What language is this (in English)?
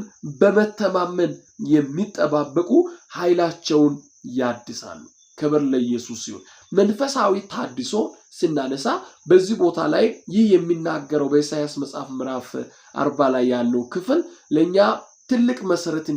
Amharic